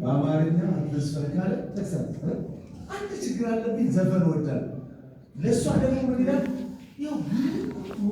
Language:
Amharic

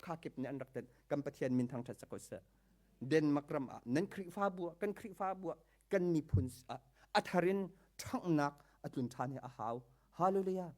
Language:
Hakha Chin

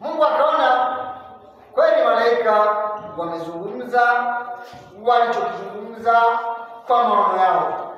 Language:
Swahili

